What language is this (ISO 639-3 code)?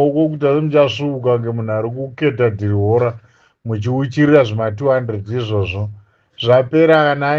sna